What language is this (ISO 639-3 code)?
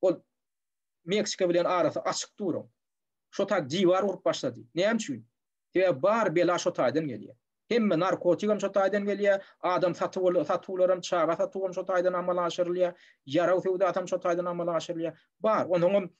tuk